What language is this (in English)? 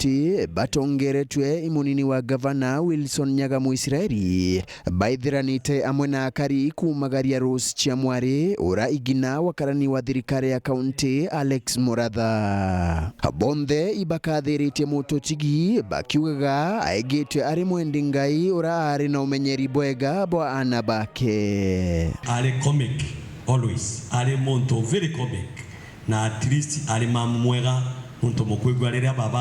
Meru